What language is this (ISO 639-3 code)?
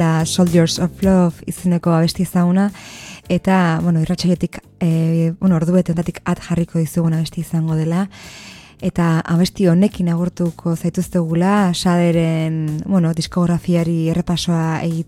eus